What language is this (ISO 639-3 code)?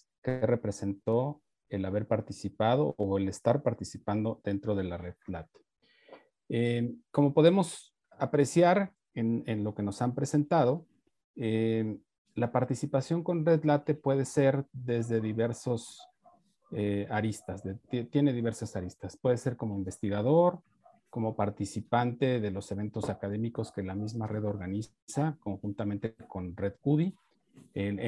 spa